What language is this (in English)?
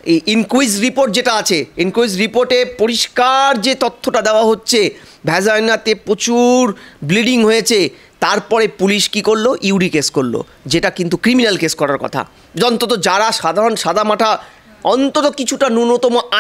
Bangla